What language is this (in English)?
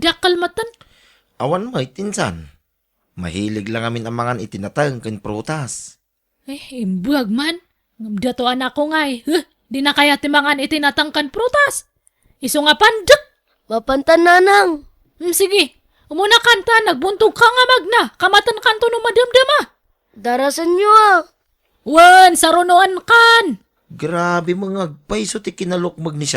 Iloko